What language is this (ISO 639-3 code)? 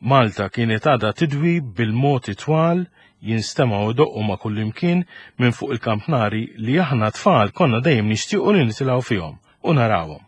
mlt